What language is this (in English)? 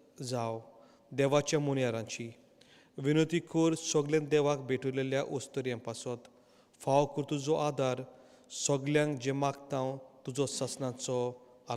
Konkani